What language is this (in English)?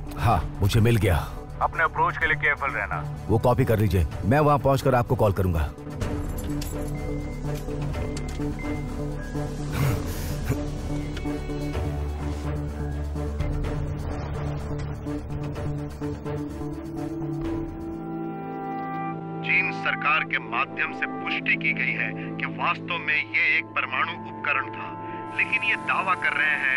Hindi